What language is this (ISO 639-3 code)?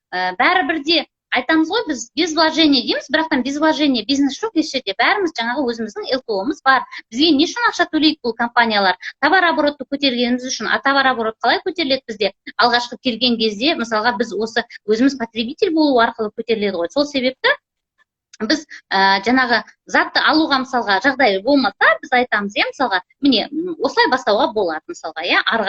kaz